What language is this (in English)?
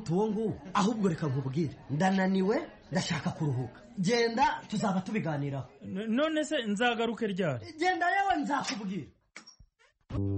Kinyarwanda